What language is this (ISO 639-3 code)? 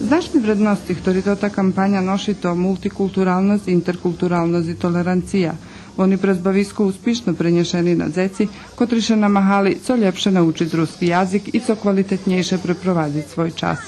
rue